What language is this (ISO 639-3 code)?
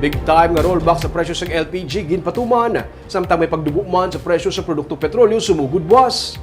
hil